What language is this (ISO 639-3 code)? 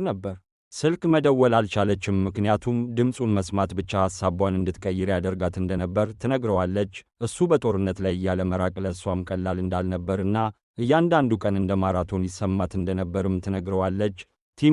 amh